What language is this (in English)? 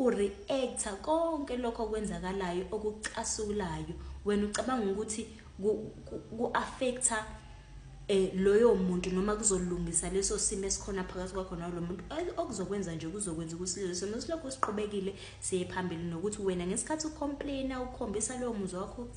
Zulu